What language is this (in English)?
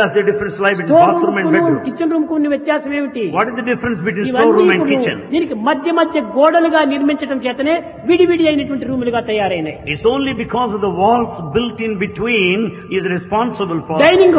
Telugu